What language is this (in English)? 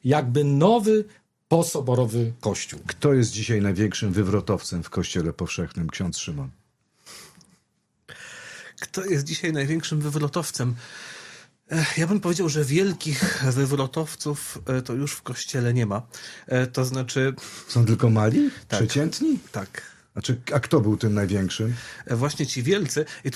Polish